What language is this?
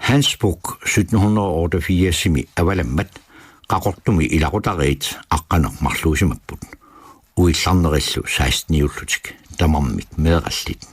Kalaallisut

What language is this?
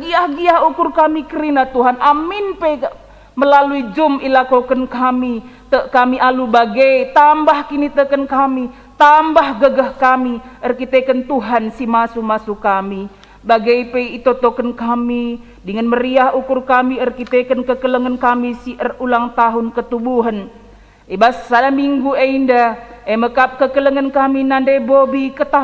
Batak Karo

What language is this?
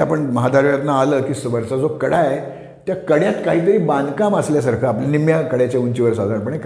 Marathi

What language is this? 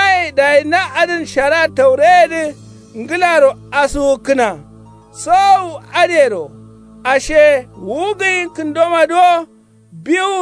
Kanuri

